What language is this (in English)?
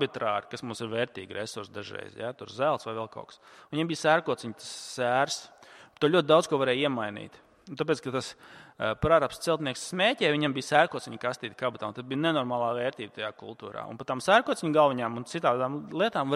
Latvian